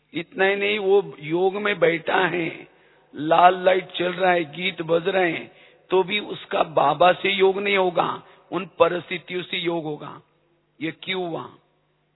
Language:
Hindi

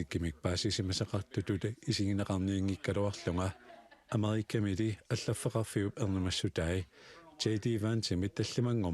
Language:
Kalaallisut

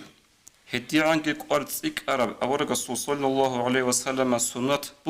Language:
Avaric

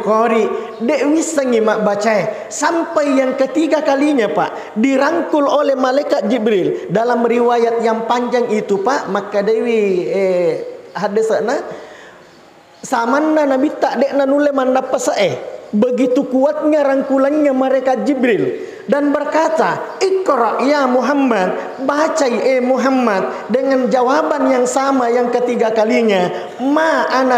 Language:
Buginese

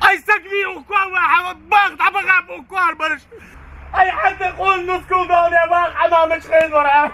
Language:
Ingush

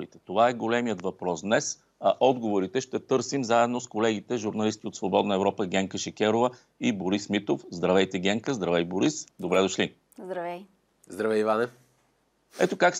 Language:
Bulgarian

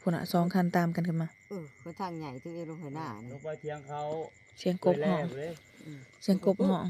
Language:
Northeastern Thai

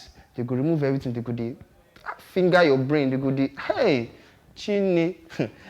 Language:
Nigerian Pidgin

